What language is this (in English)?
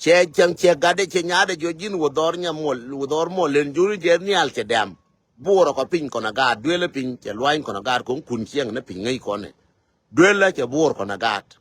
Nuer